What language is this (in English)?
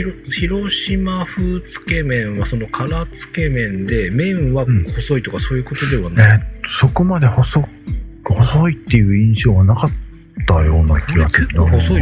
Japanese